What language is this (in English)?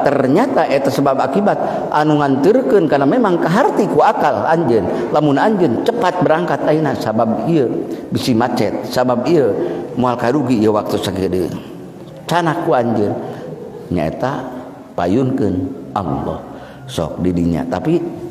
Sundanese